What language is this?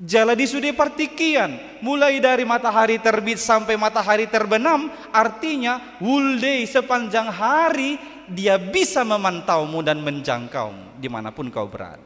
Batak Toba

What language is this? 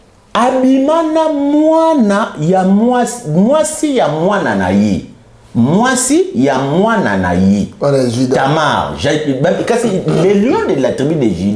Lingala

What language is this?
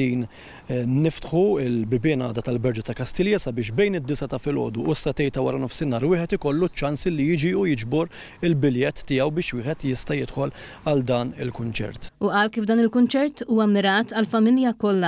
Maltese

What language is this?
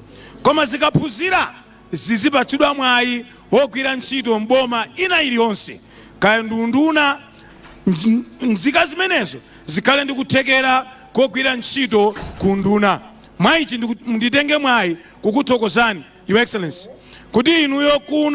Nyanja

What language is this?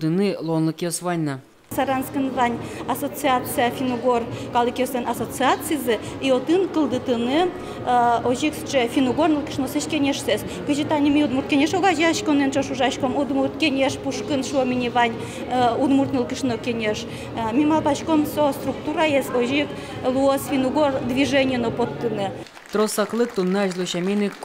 Udmurt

